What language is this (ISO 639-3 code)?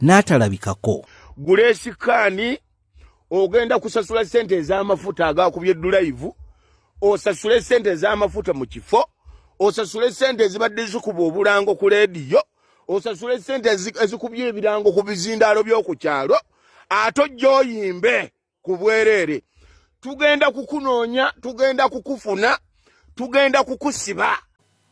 lug